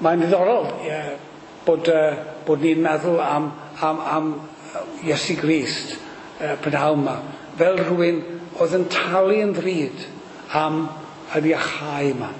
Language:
Welsh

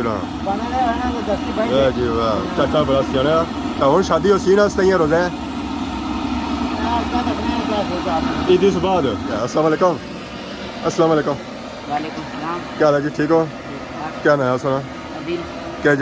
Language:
Pahari-Potwari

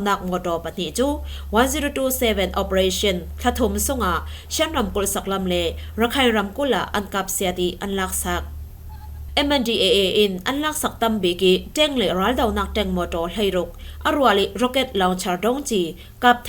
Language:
Falam Chin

